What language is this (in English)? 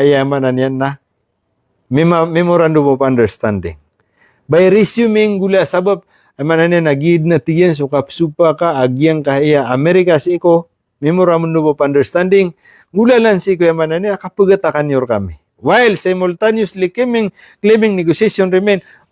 Maranao